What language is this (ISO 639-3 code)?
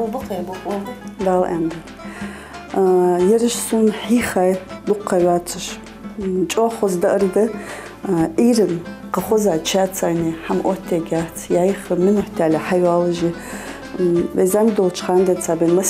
inh